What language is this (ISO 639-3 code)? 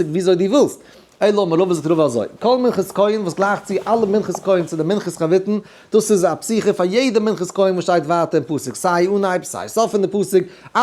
yid